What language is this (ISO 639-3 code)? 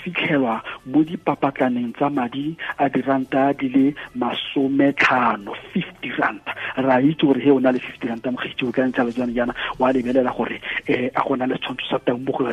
tsn